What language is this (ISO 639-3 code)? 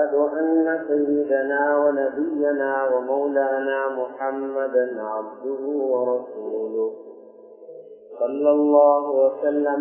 tam